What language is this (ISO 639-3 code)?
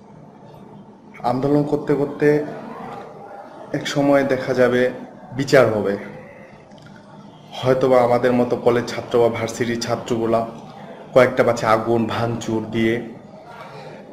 ben